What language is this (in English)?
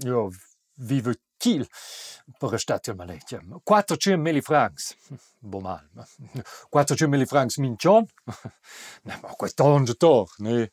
Romansh